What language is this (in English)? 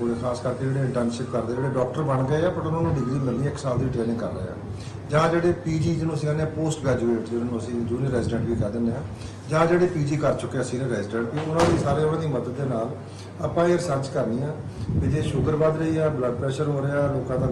Punjabi